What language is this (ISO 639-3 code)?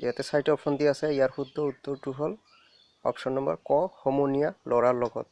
asm